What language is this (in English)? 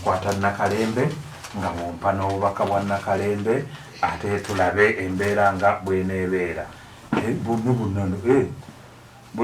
Ganda